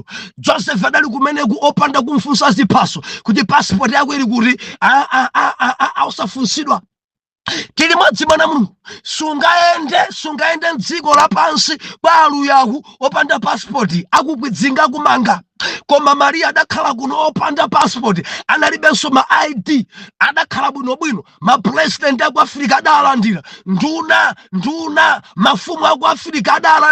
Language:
Nyanja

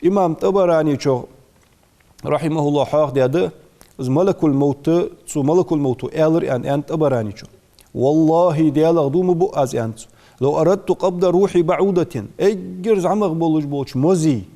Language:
Ingush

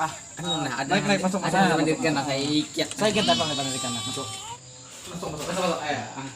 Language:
Banjar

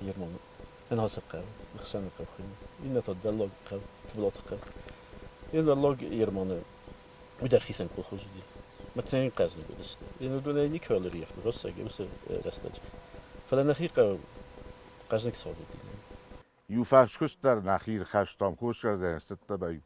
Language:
Ossetic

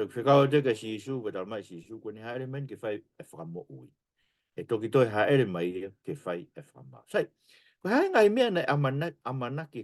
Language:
Tongan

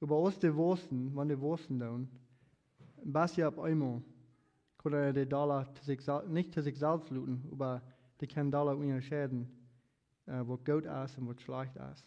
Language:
Plautdietsch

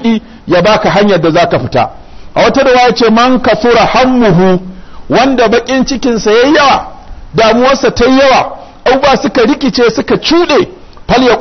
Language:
Hausa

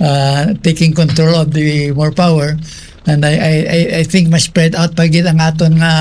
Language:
Hiligaynon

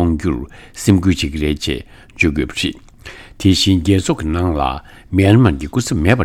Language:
Tibetan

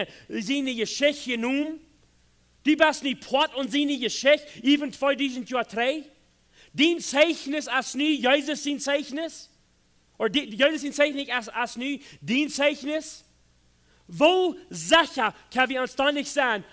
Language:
Plautdietsch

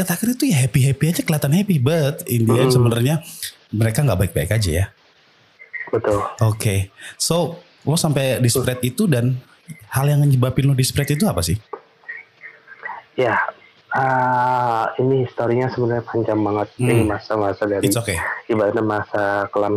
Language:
Indonesian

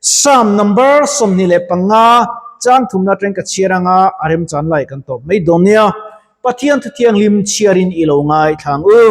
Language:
Mizo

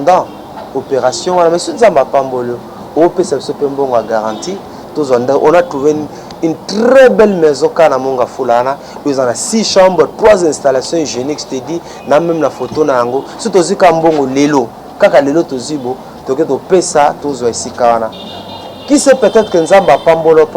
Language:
Lingala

